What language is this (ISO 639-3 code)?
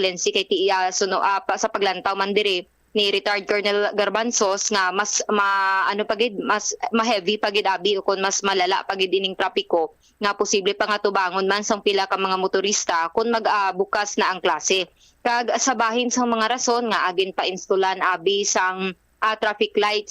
hil